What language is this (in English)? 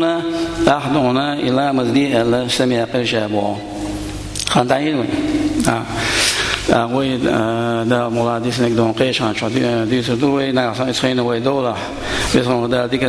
Chechen